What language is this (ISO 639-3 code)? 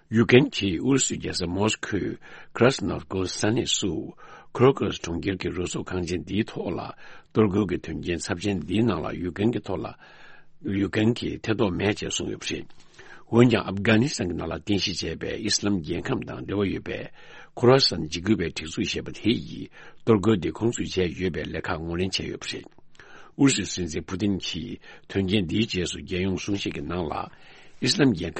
bod